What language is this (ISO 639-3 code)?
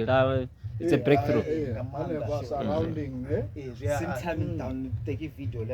ven